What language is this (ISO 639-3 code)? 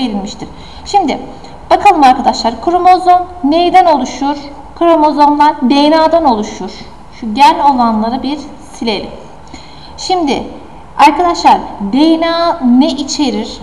tur